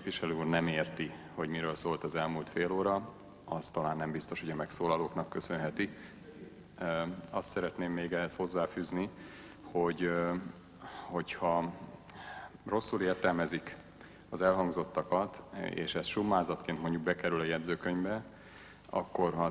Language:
Hungarian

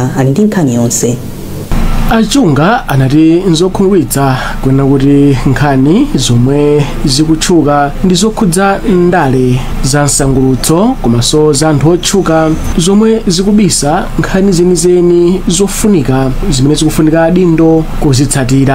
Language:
Nyanja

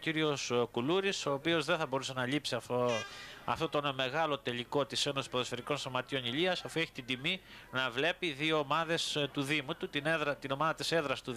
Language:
Greek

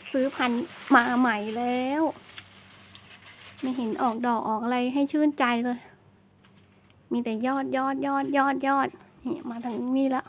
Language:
Thai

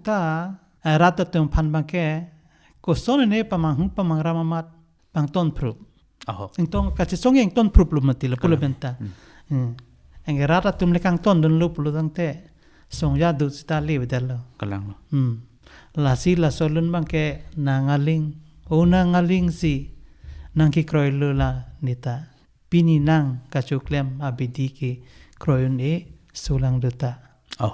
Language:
Karbi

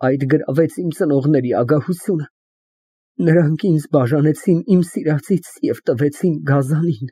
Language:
Armenian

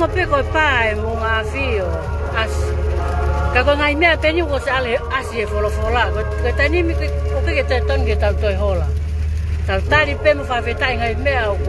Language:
Tongan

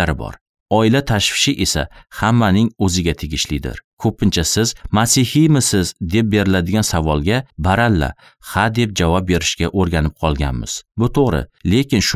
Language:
Uzbek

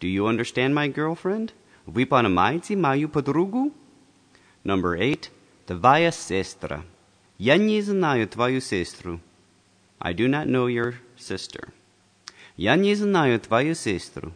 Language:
Russian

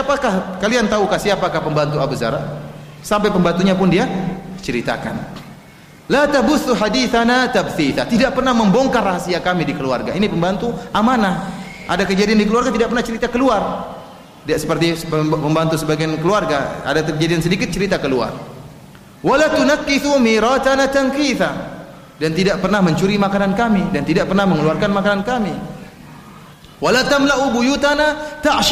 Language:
Indonesian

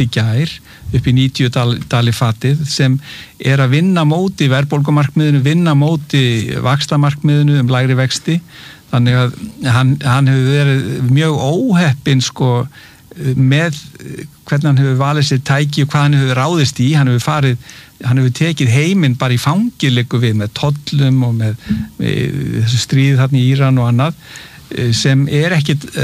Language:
Icelandic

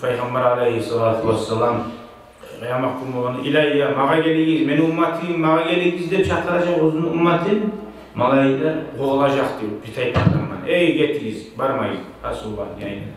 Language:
Kumyk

